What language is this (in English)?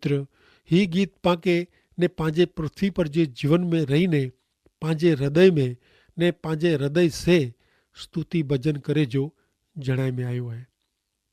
Kachhi